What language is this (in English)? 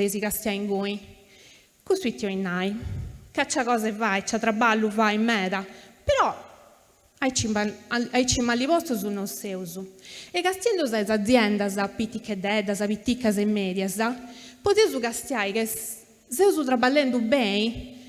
Sardinian